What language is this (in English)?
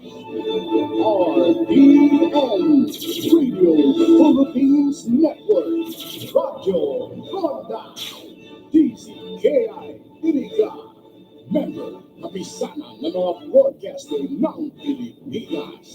Bikol